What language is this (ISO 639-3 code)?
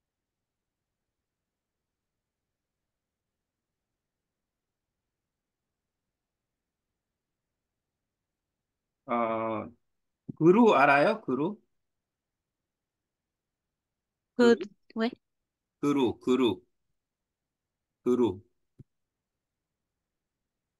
kor